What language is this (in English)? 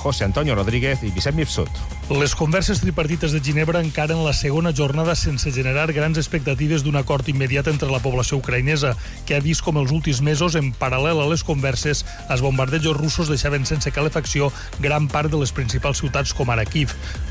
Catalan